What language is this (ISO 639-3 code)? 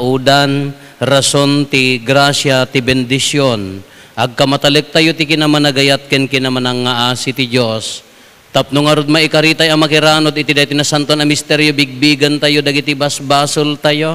ilo